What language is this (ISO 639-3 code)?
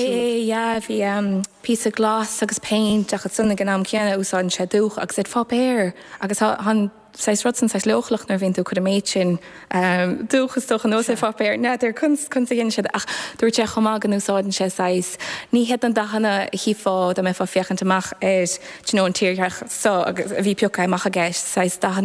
gle